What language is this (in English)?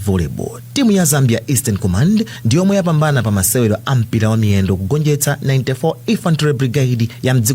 Nyanja